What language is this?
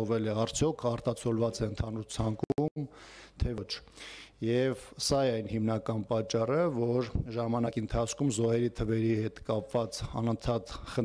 Armenian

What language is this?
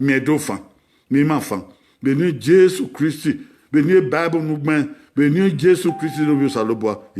Bini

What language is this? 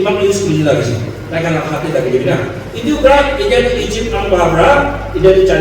Naga Pidgin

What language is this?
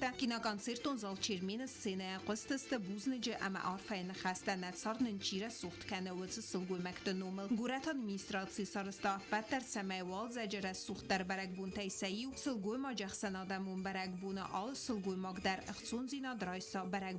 Ossetic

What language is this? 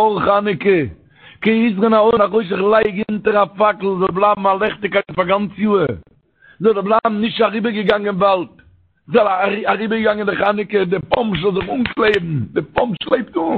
Yiddish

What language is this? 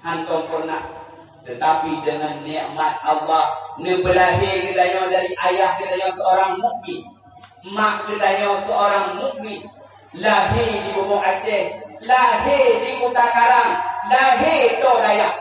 Achinese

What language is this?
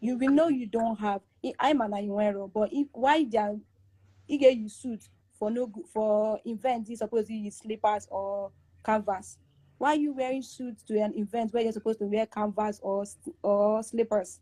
Igbo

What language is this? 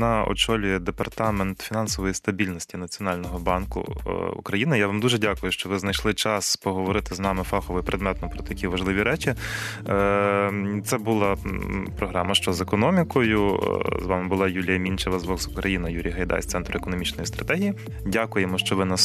Ukrainian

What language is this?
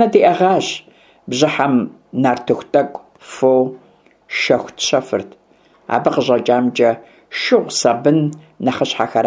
Kabardian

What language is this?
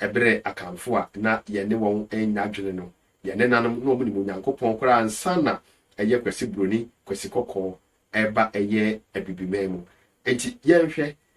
Akan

